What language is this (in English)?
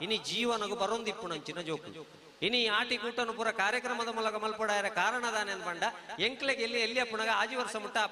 Tulu